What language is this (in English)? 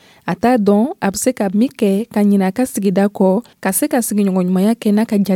Dyula